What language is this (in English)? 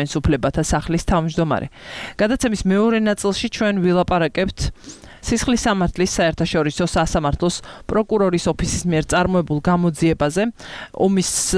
Georgian